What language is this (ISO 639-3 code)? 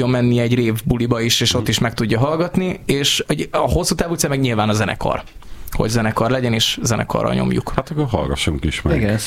hun